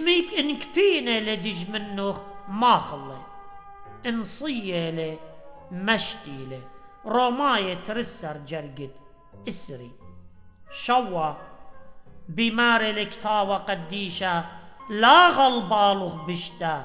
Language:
Assyrian Neo-Aramaic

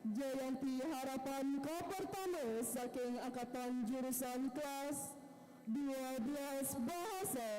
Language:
Balinese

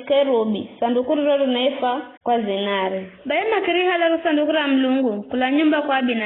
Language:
Giryama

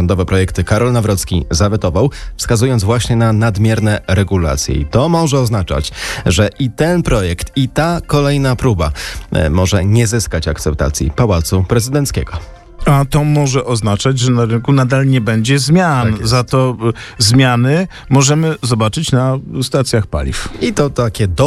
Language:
Polish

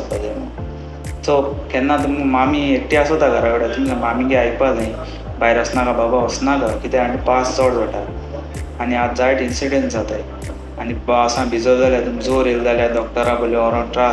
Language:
Konkani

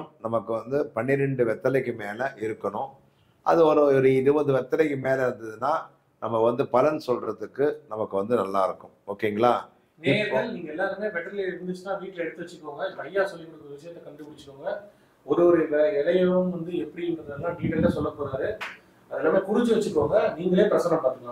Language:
Tamil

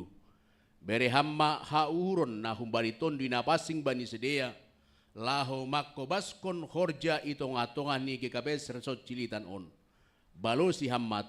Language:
Batak Simalungun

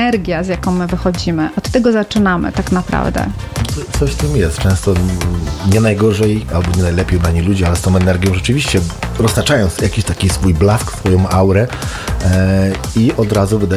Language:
Polish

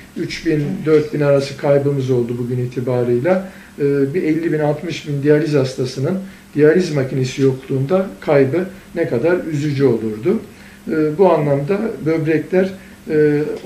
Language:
Turkish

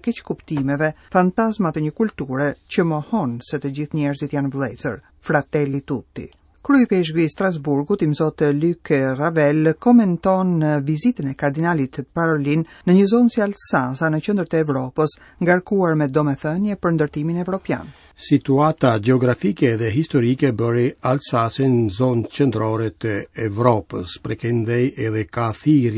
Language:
Albanian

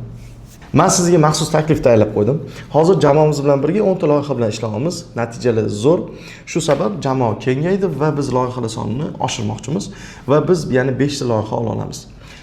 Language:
Uzbek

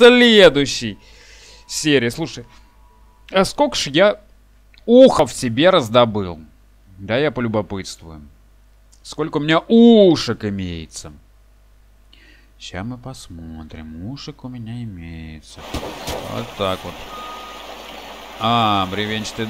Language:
Russian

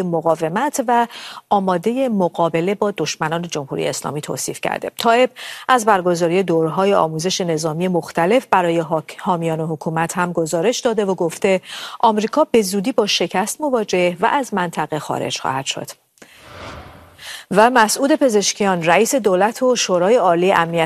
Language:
Persian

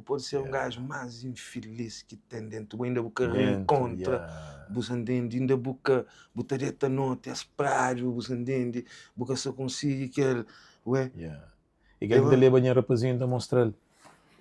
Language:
Kabuverdianu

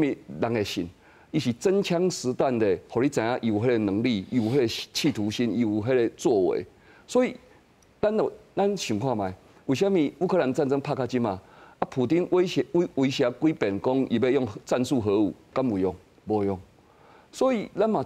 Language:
Min Nan Chinese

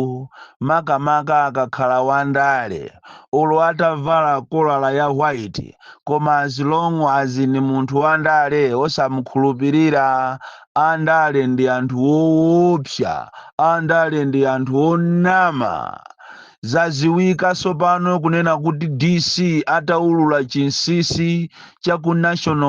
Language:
Nyanja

